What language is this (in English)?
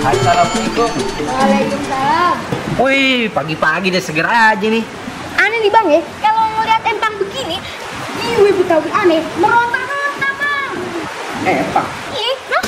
Betawi